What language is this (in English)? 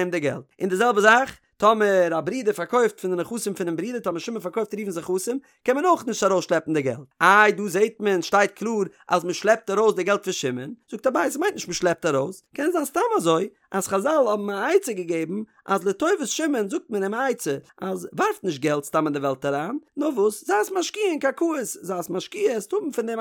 Yiddish